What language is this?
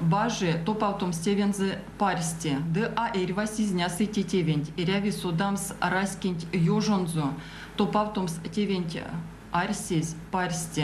Erzya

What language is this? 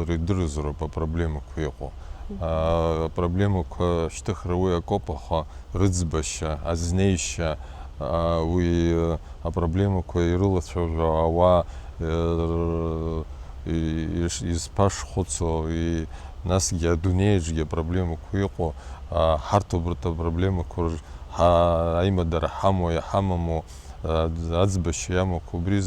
Abkhazian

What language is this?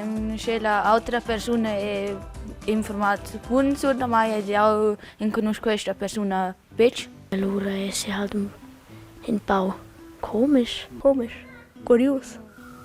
Romansh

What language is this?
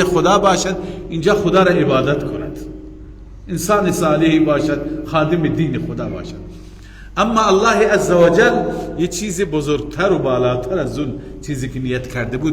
Persian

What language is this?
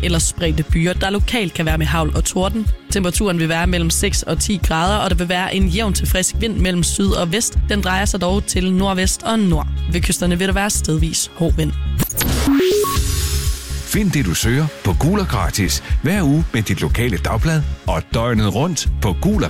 Danish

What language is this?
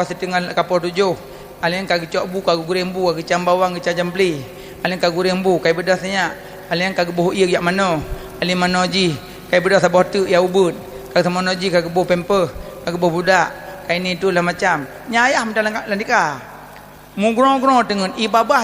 Achinese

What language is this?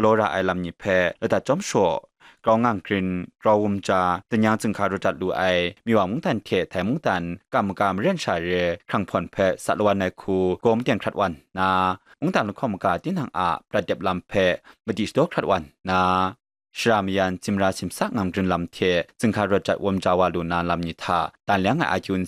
Kachin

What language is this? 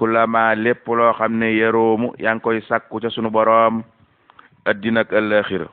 Wolof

